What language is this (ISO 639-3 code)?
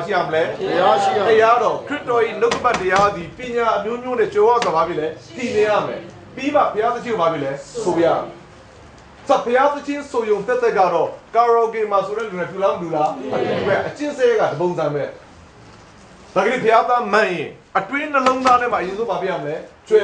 mya